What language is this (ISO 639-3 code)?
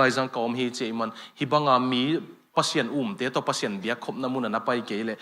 ctd